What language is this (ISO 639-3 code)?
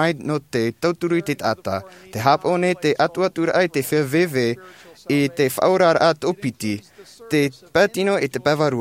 tah